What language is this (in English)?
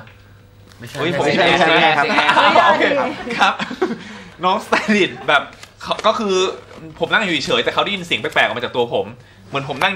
Thai